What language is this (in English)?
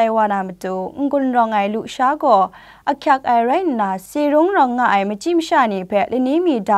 Kachin